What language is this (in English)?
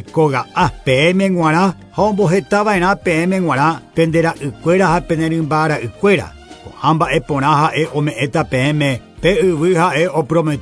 Guarani